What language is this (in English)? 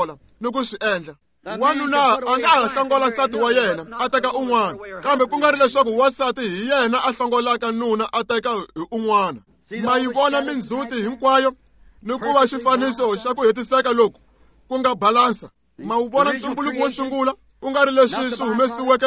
Tsonga